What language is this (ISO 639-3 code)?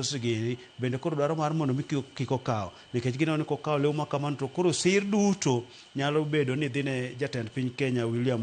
luo